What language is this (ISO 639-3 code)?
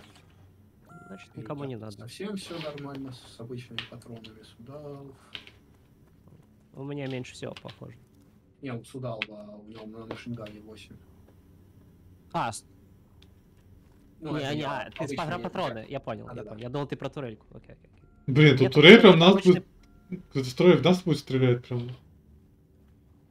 rus